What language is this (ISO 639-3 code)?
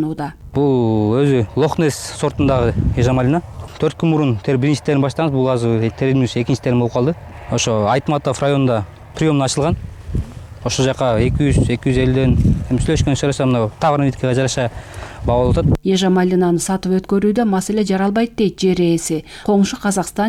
kir